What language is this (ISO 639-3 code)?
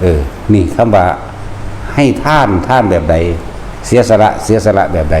tts